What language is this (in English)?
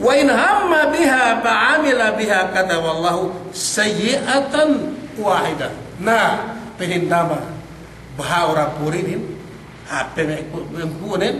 Yakan